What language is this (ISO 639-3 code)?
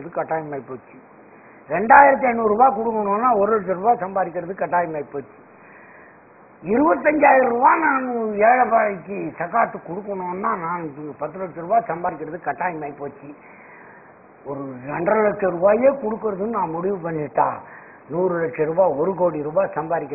tam